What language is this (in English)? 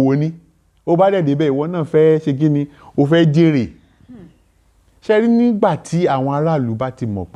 Yoruba